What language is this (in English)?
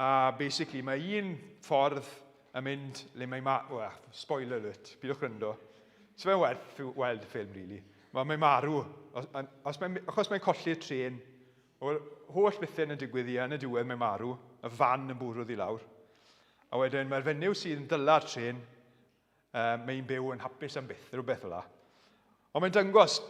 Welsh